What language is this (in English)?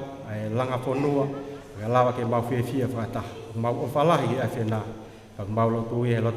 Tongan